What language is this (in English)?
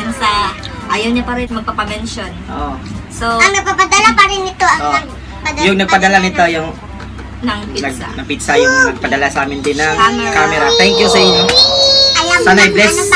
Filipino